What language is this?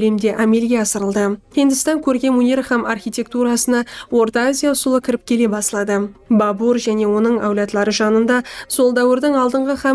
Kara-Kalpak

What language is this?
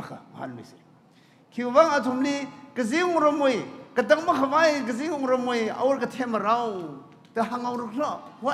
Tangkhul Naga (India)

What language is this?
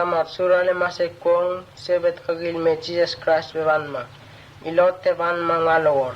Mota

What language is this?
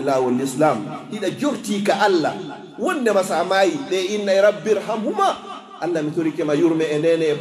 Pular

